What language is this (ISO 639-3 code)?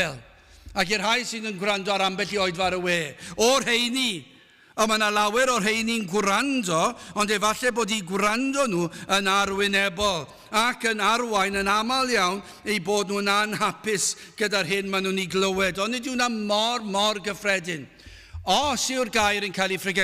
cym